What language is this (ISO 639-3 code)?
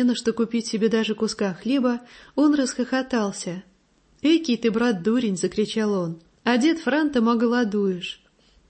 rus